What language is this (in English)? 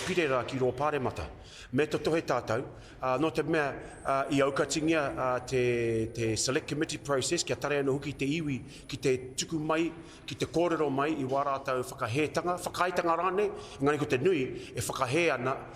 Māori